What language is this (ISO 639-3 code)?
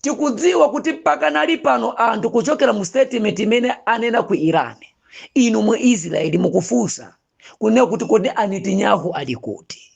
nya